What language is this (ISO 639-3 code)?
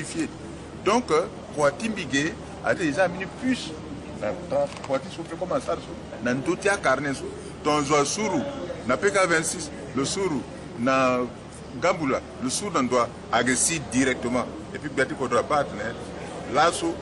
sag